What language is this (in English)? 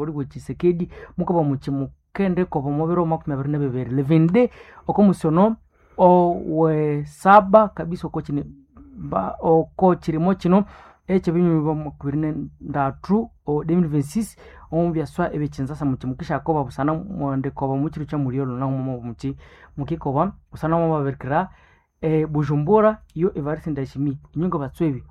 Nande